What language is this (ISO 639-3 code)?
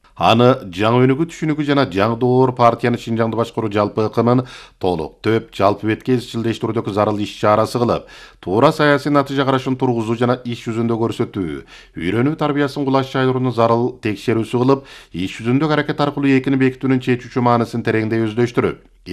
kir